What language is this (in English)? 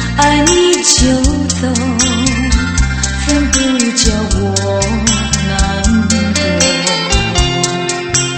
Chinese